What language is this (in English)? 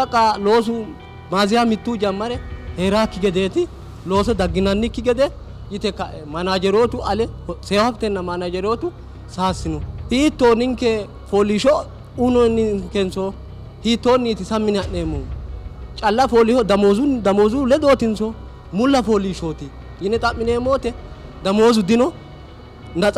Sidamo